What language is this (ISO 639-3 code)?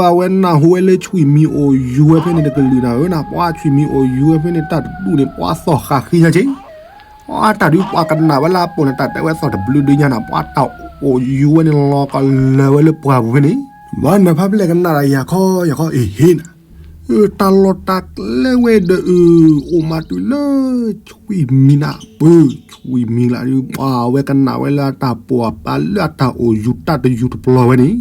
ksw